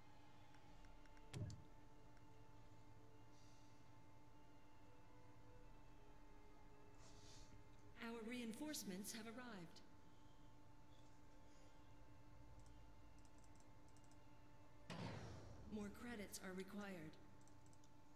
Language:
English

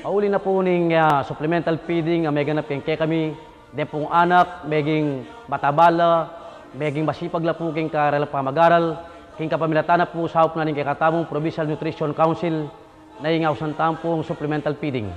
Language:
Pampanga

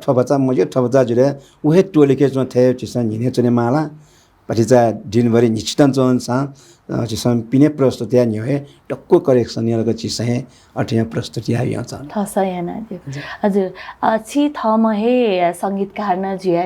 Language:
Newari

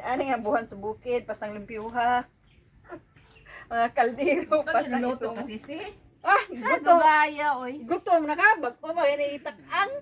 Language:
Cebuano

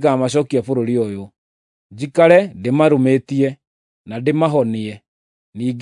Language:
Kikuyu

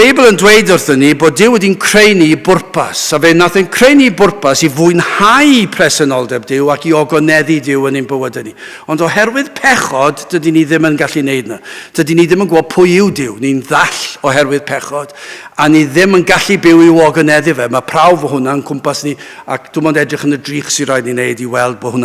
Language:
Welsh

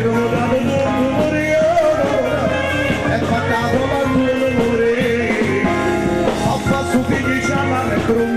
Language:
Neapolitan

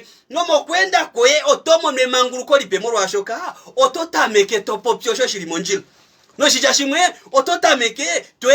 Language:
Kuanyama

